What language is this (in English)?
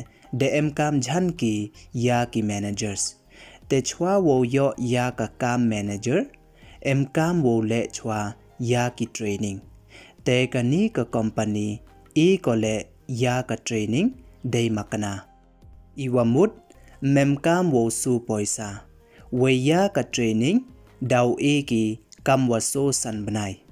Pnar